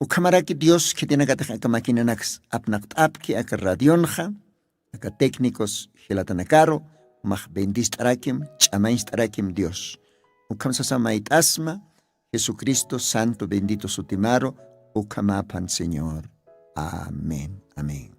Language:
Aymara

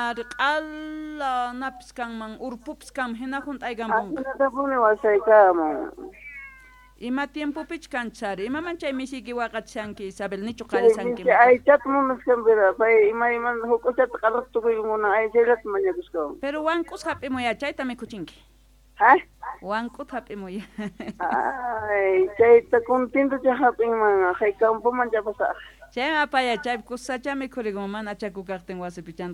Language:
Quechua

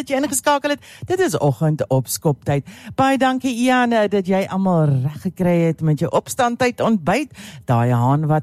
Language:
Afrikaans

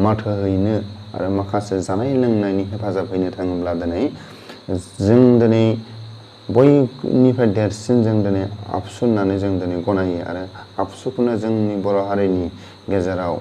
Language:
Bodo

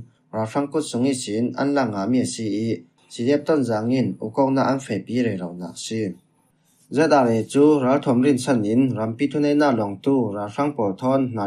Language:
Falam Chin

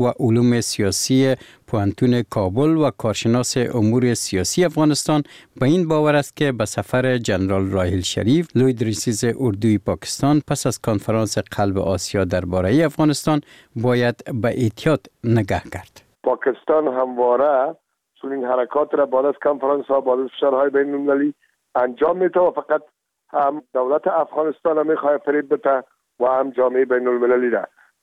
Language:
Persian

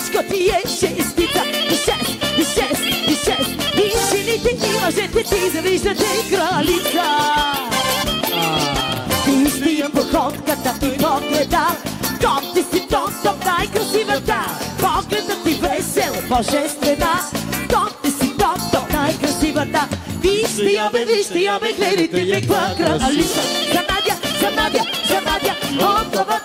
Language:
Bulgarian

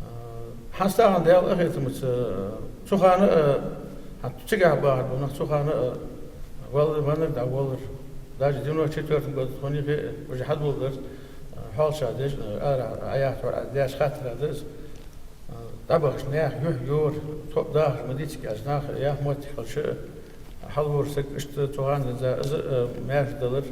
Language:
Ingush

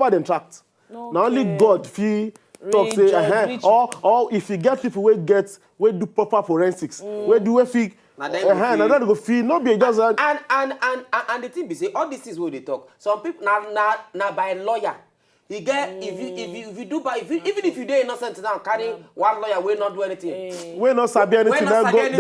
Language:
Nigerian Pidgin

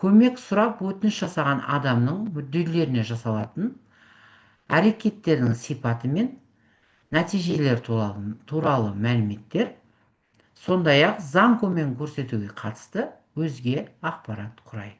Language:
Kazakh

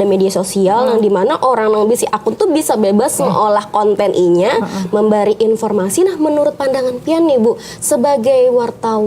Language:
Banjar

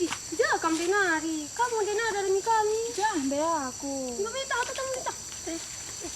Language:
Batak Karo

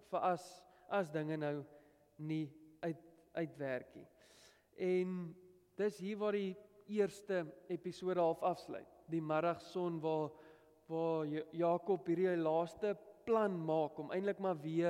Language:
Afrikaans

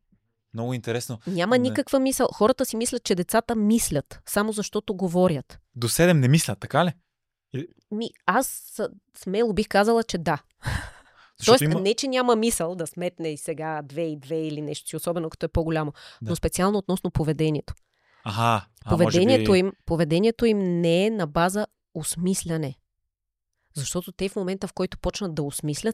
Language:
Bulgarian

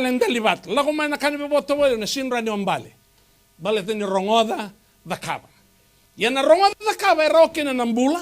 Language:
Fijian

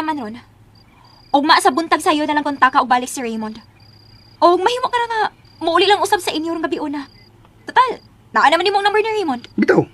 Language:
Cebuano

